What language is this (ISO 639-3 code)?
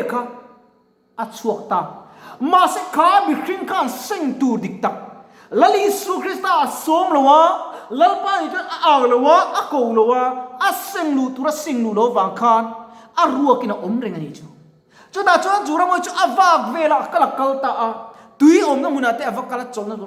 lus